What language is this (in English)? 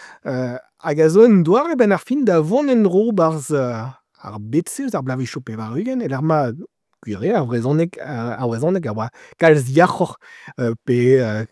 Breton